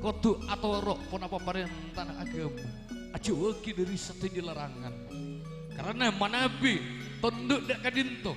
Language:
Madurese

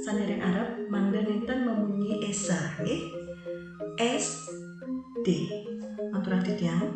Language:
Balinese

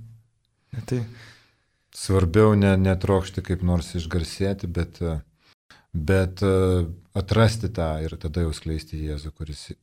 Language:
Lithuanian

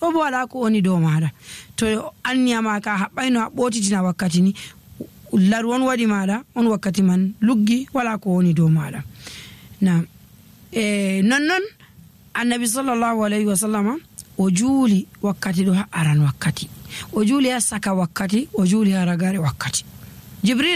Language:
Nigerian Fulfulde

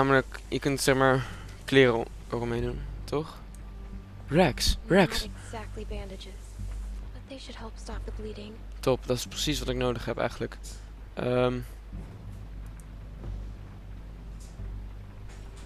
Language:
Dutch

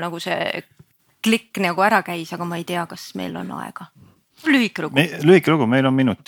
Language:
Estonian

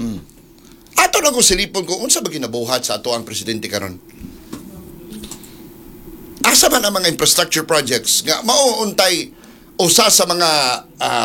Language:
Cebuano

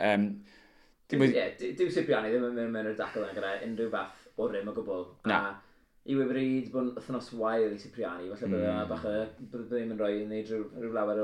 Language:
Welsh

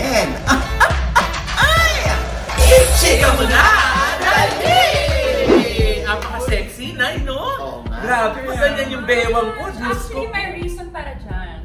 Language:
Filipino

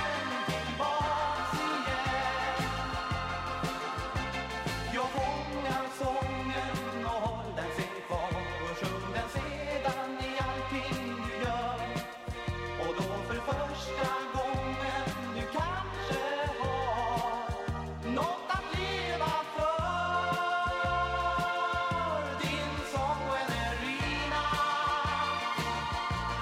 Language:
Swedish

